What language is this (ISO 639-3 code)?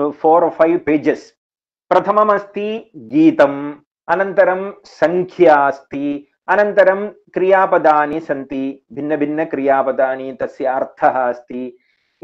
san